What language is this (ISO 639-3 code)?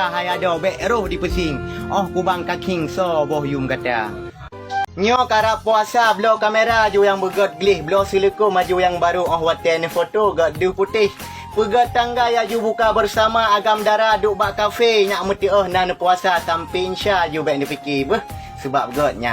ace